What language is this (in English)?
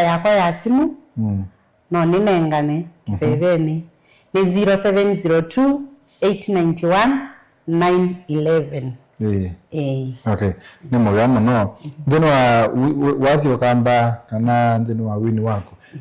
Kamba